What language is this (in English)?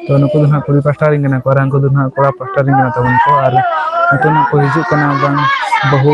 Santali